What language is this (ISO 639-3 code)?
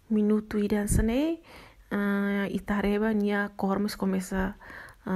tet